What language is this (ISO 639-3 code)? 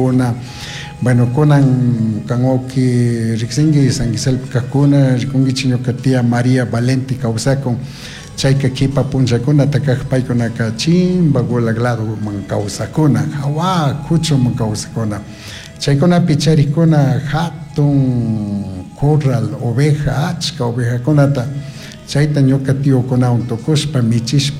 qug